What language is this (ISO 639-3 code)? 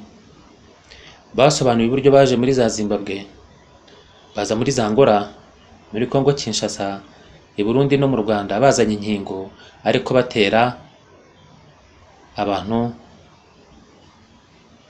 kin